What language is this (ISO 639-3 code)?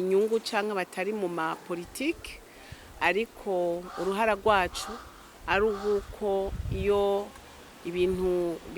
run